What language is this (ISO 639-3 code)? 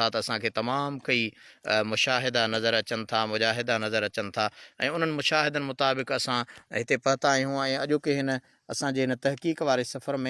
snd